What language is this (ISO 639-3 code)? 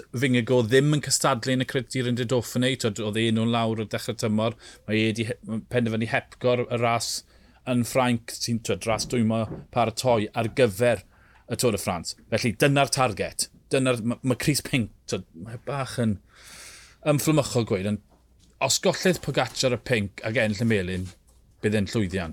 cym